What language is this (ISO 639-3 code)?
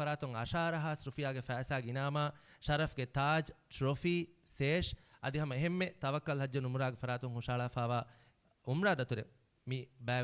div